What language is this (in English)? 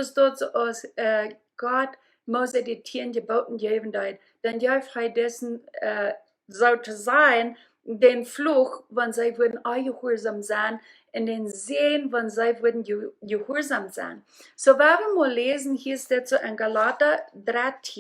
Plautdietsch